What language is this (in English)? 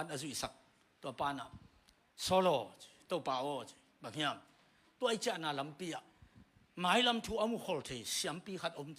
Tedim Chin